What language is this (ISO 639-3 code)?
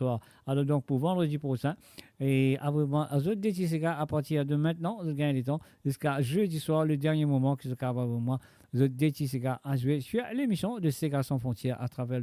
mfe